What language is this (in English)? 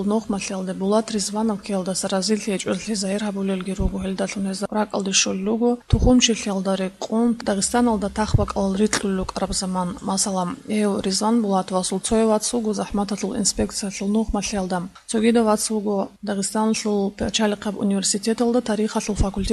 Avaric